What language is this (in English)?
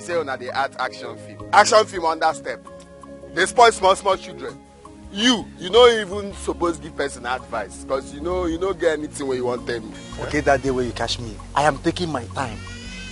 Nigerian Pidgin